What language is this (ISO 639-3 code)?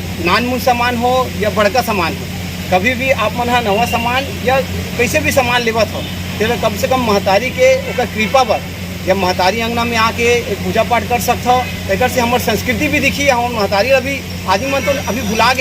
hne